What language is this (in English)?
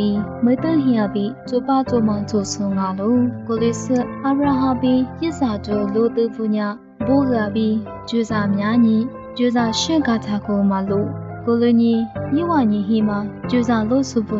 Lisu